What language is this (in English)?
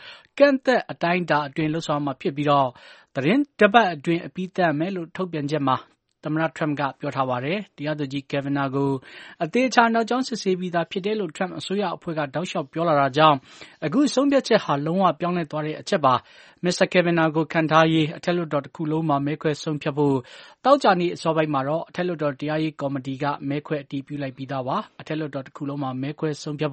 Burmese